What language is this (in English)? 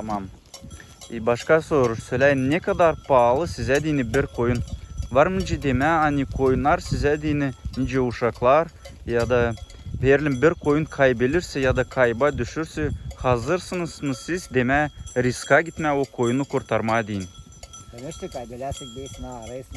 Gagauz